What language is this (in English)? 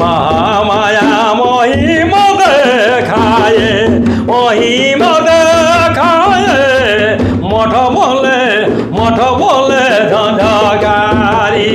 Sadri